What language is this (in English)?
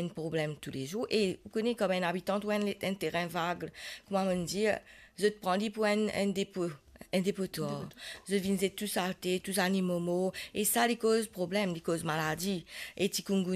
Morisyen